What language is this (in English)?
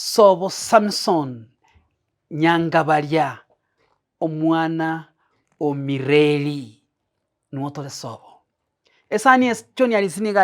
Gusii